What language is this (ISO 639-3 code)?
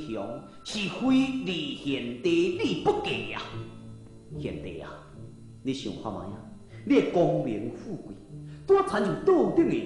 nan